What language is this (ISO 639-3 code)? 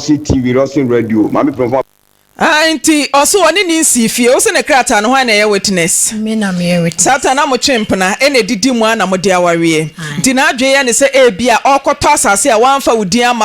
aka